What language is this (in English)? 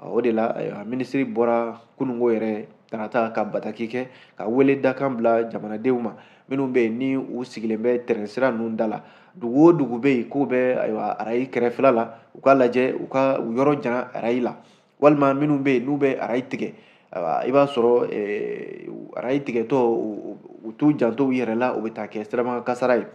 Bambara